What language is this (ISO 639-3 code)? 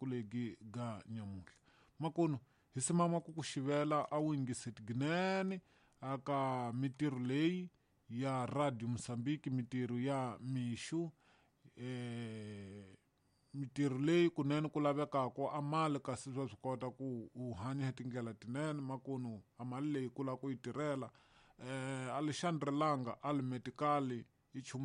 tso